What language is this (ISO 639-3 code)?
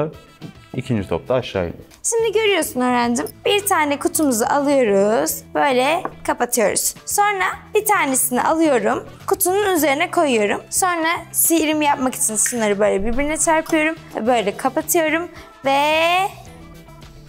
tur